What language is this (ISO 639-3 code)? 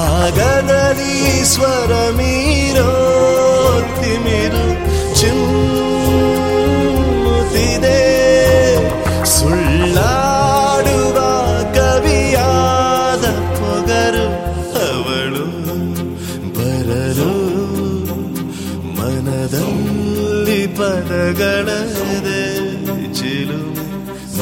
kan